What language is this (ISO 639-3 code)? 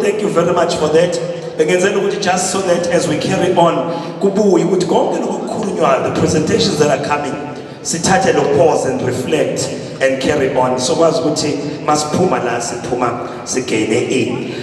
zul